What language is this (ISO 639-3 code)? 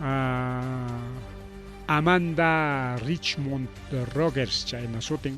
quy